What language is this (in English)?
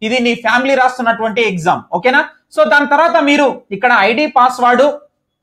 Telugu